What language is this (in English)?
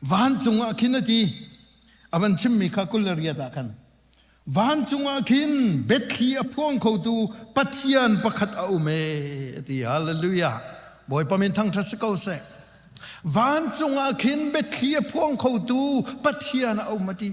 Hakha Chin